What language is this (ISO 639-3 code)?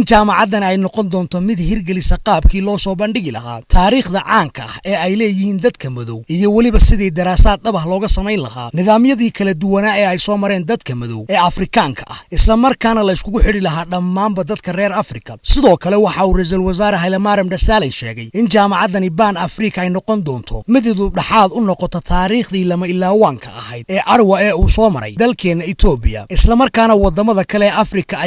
som